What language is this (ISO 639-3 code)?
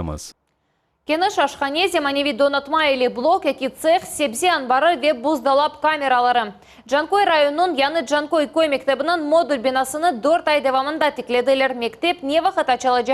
crh